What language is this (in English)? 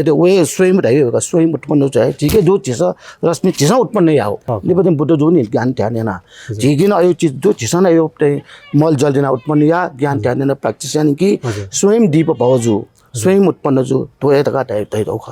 Newari